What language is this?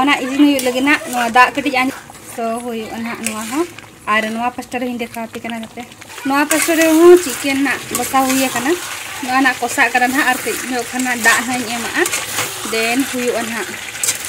Santali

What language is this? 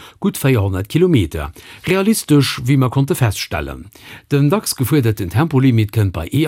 Luxembourgish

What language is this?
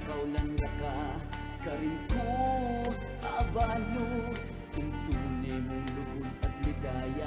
Pampanga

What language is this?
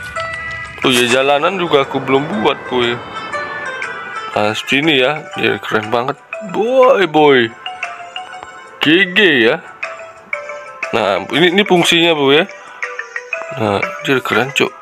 Indonesian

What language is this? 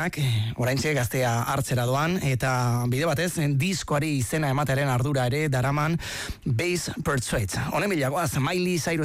Basque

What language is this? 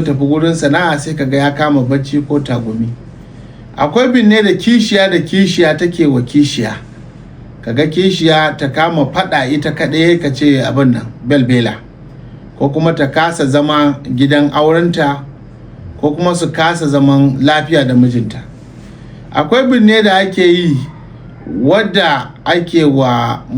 Hausa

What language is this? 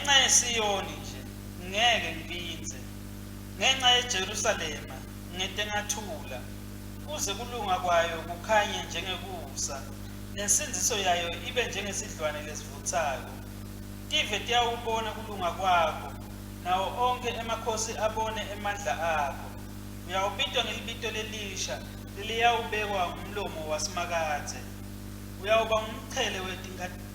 Swati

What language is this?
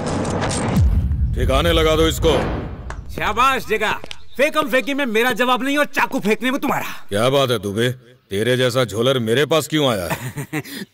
Hindi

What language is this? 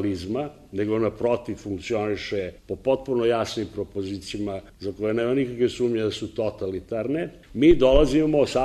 Serbian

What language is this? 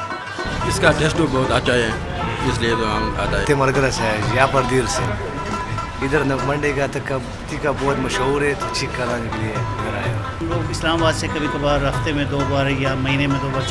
Urdu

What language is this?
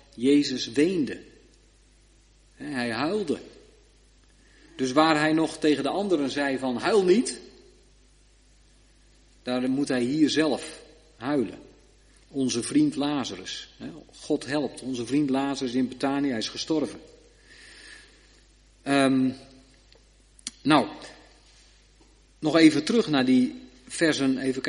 Dutch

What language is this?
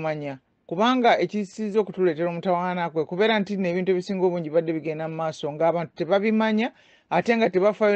Ganda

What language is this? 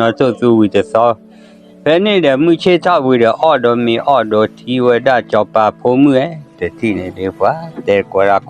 S'gaw Karen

